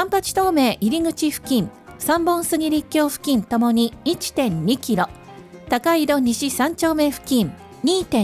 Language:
Japanese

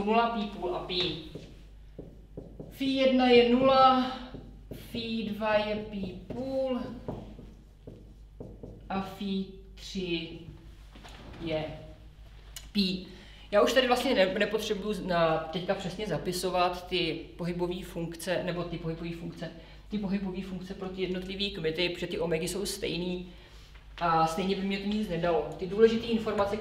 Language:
Czech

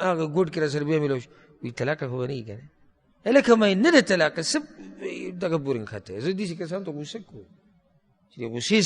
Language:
Pashto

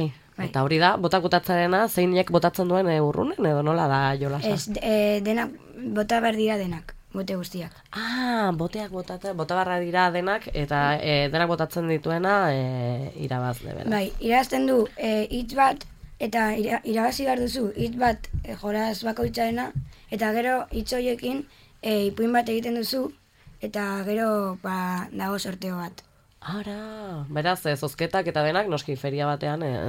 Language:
Basque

